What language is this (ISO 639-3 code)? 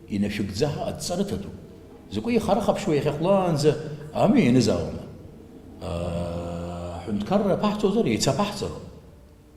abk